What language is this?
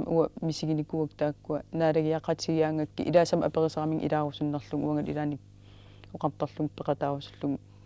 Kalaallisut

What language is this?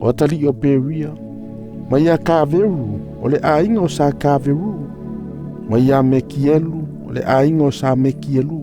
Samoan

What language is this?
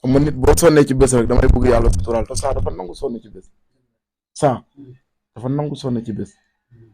Wolof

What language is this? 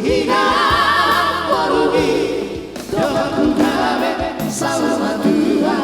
Batak Toba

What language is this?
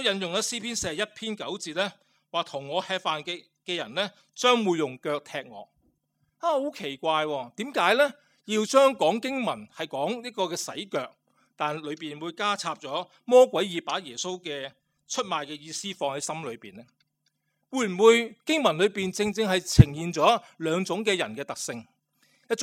Cantonese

